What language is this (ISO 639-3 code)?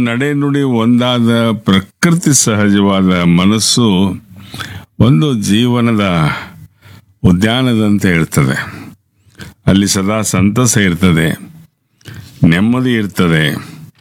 kan